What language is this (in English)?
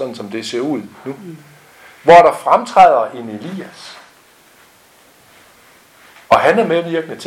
Danish